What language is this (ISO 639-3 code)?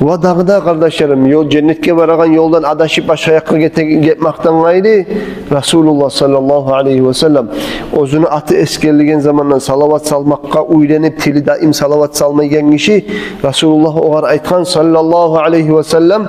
kum